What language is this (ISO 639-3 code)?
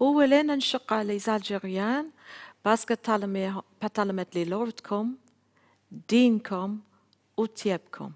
arq